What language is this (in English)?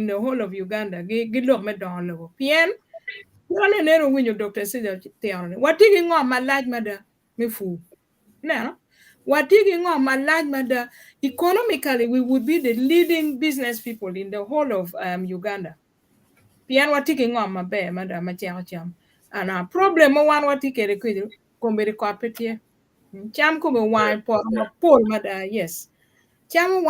Acoli